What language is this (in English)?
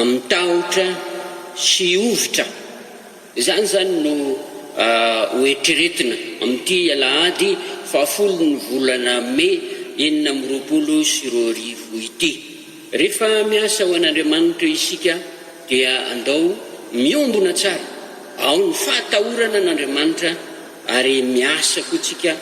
Malagasy